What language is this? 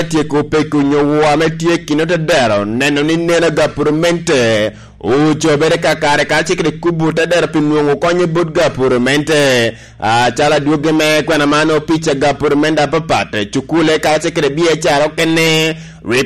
Lango (Uganda)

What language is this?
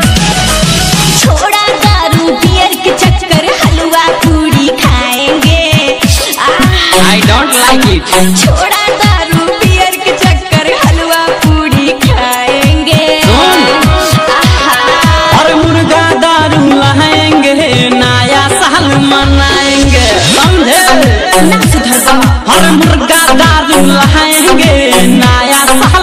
Bhojpuri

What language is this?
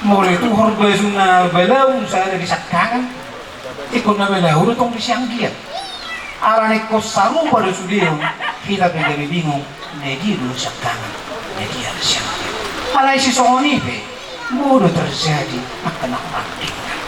Batak Toba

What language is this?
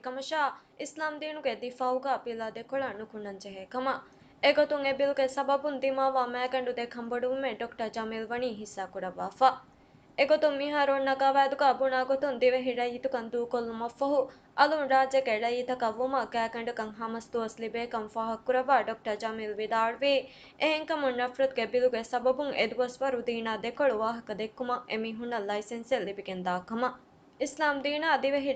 Divehi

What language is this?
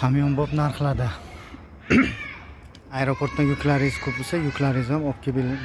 Uzbek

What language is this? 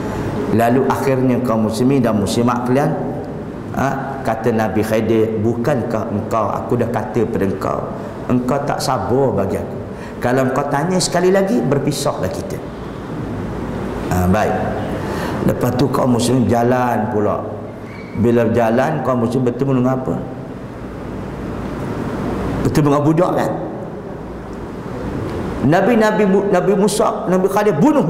Malay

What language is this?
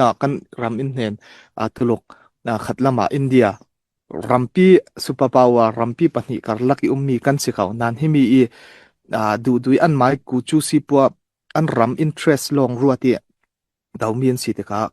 Falam Chin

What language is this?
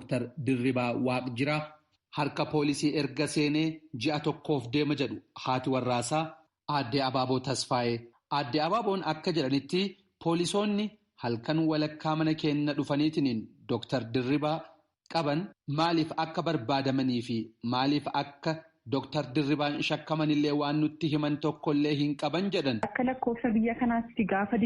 Oromo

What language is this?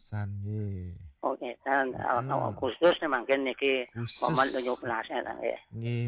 Balinese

